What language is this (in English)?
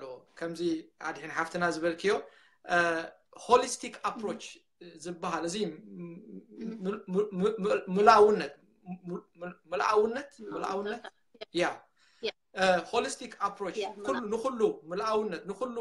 Tigrinya